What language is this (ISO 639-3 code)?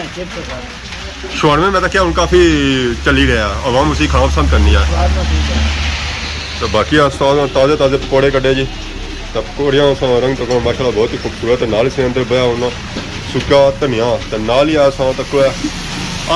phr